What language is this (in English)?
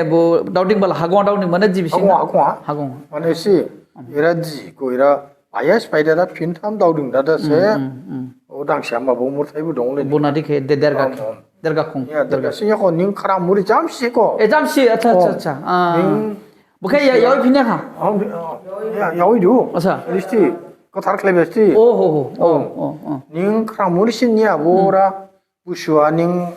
Dimasa